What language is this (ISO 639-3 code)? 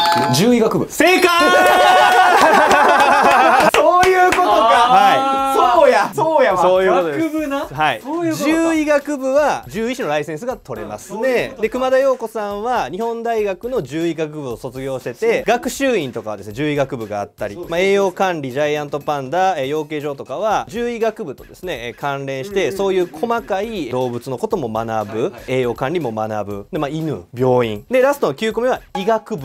jpn